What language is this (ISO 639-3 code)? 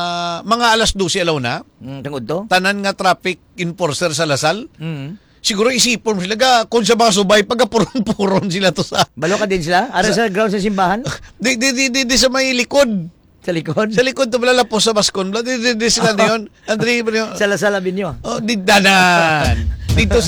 hil